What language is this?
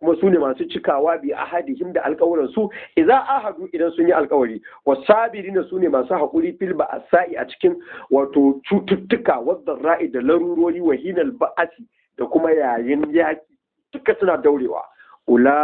Hausa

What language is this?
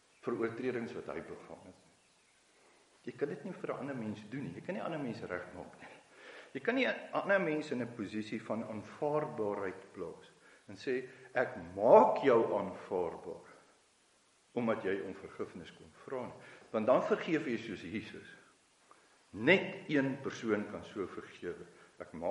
Afrikaans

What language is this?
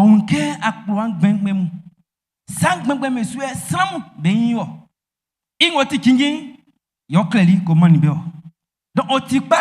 Baoulé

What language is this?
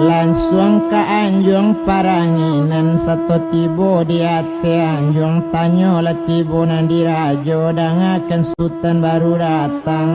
Minangkabau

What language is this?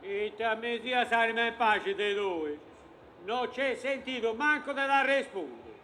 Sardinian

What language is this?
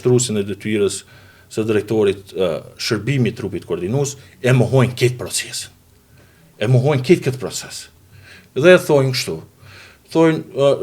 Albanian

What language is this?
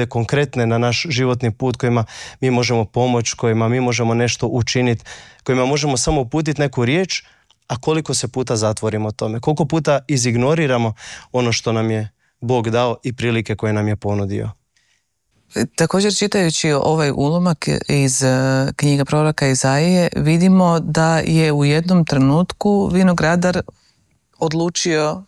Croatian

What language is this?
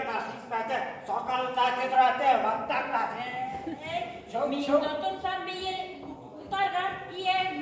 Bashkir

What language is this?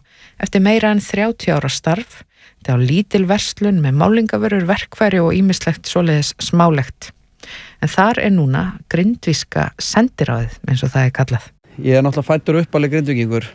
Icelandic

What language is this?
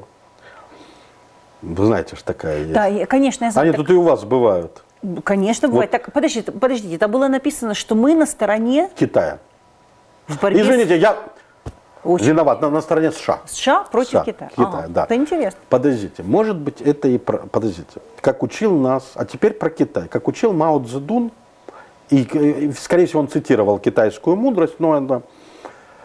Russian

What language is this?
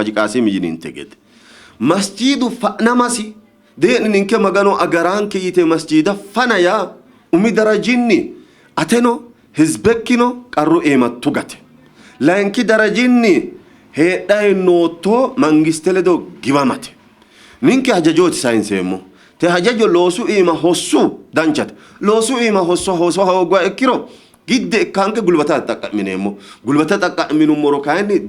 Sidamo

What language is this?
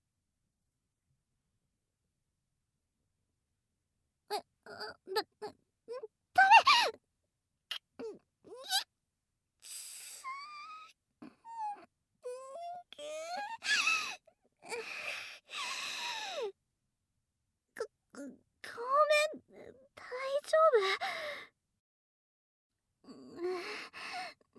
Japanese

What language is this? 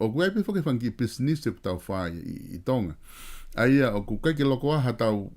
Tongan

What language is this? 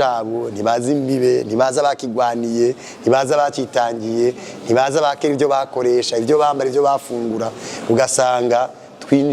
Rundi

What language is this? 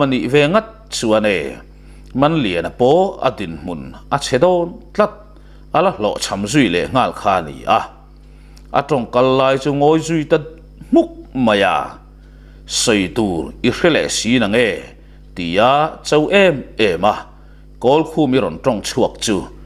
Mizo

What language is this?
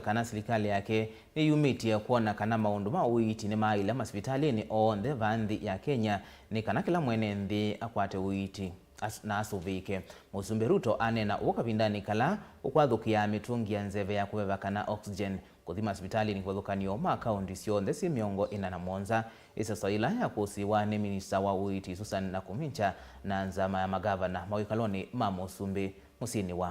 Kamba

